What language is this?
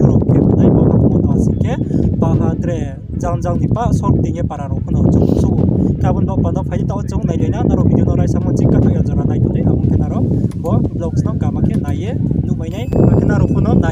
Riang (India)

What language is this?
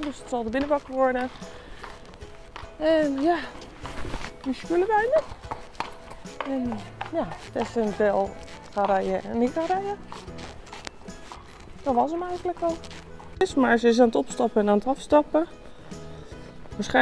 Dutch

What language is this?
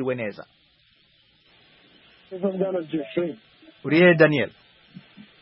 Kinyarwanda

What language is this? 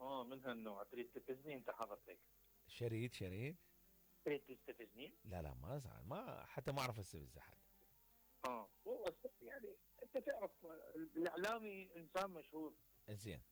Mesopotamian Arabic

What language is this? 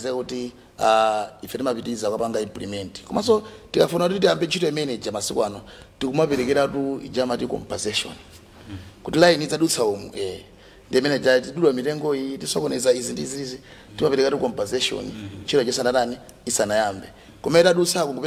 Nyanja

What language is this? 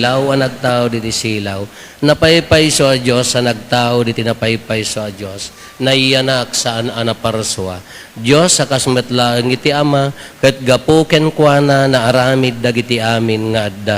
Iloko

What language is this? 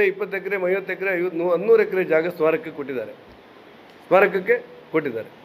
Kannada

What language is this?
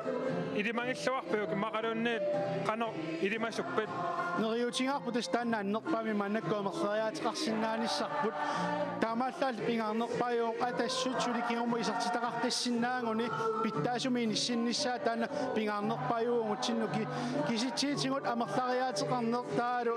Kalaallisut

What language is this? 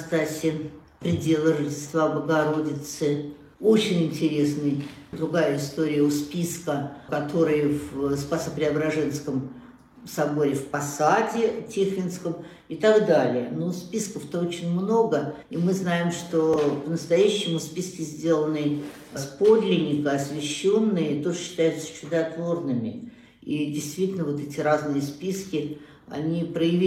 Russian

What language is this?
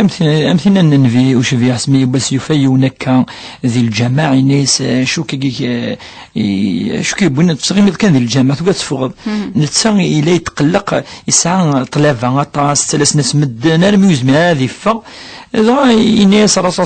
Kabyle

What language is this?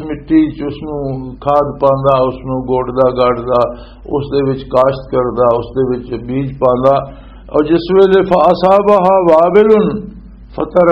Western Panjabi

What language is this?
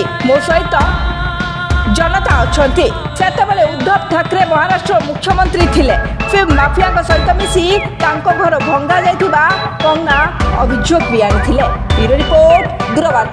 Odia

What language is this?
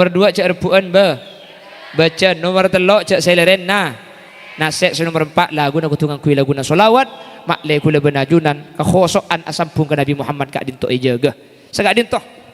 Madurese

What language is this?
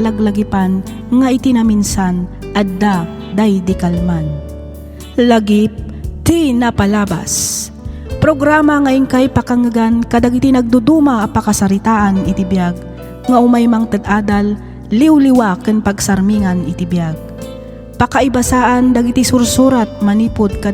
Iloko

